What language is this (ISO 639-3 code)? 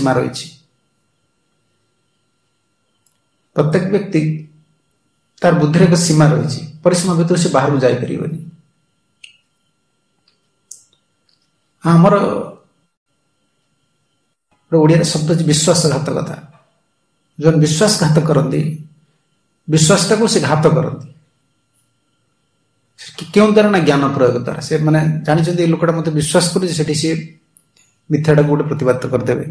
ori